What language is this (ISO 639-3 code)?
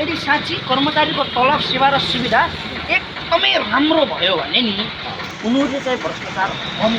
nep